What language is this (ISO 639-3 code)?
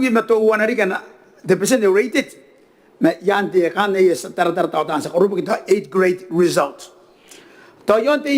gil